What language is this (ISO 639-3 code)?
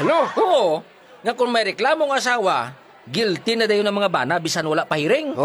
hil